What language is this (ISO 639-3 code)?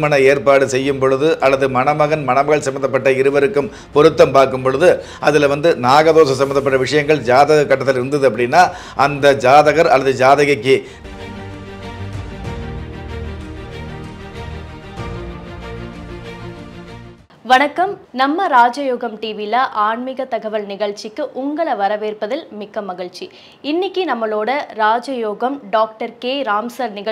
tam